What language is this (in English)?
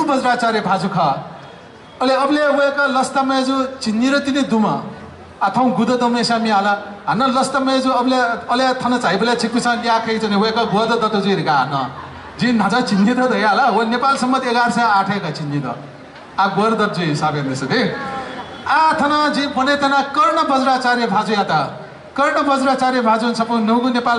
Newari